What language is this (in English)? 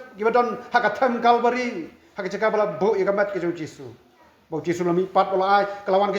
Khasi